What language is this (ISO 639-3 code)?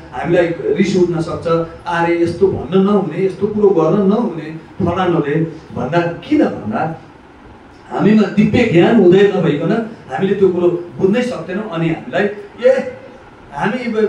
nep